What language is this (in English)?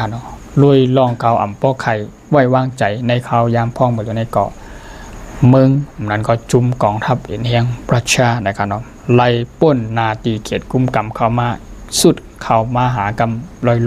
Shan